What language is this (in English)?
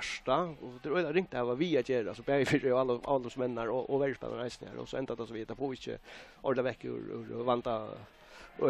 Faroese